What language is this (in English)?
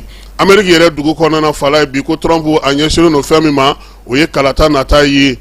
Bambara